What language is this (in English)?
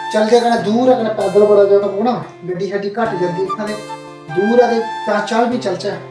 Dogri